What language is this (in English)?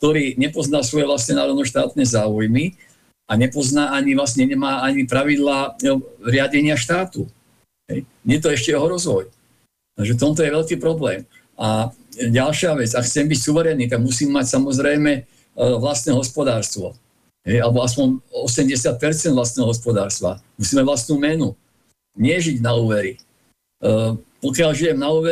Slovak